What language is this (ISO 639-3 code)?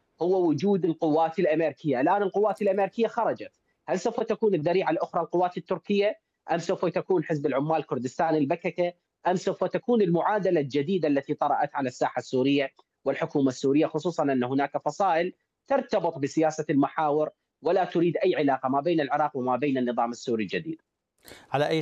ara